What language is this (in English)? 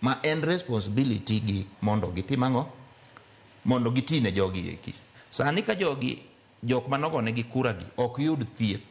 Luo (Kenya and Tanzania)